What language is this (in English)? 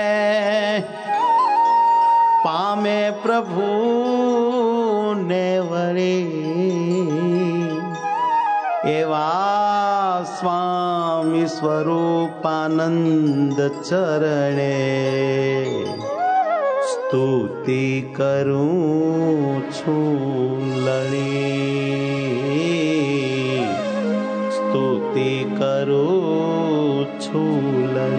Gujarati